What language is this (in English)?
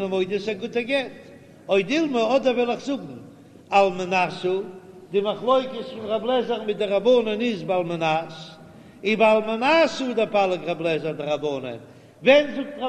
Yiddish